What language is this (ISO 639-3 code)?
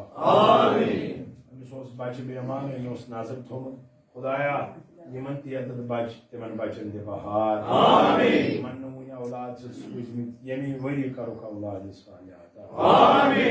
kas